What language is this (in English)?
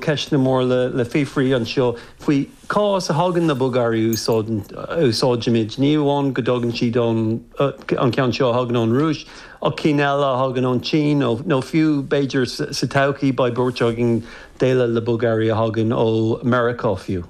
Irish